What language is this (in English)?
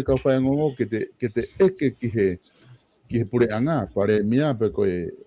Tongan